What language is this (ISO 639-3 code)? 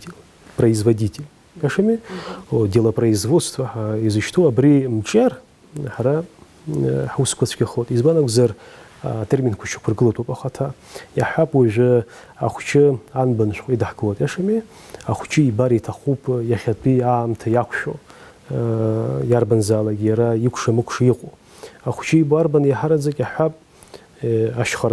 abk